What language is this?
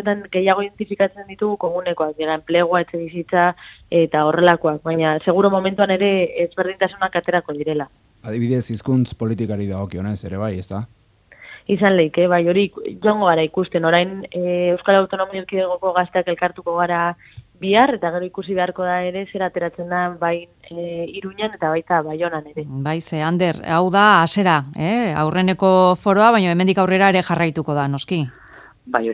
Basque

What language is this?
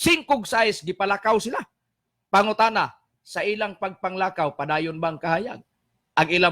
Cebuano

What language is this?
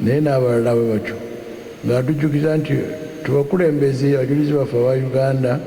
Ganda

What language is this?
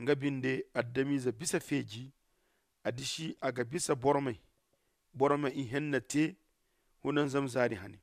Zarma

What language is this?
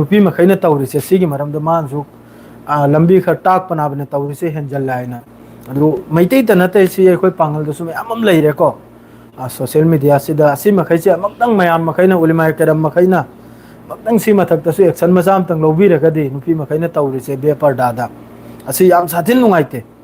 Manipuri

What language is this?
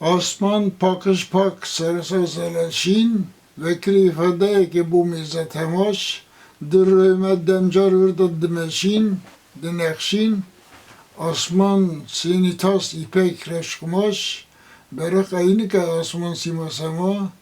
Kurdish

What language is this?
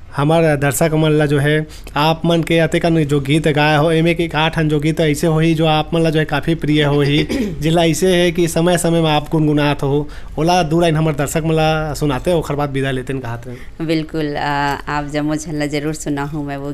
Chhattisgarhi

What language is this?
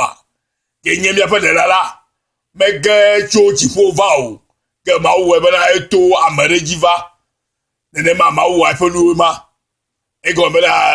Ewe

